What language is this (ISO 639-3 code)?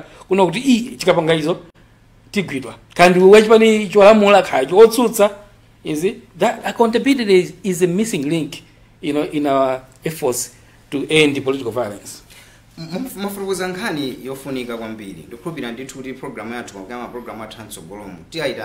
nya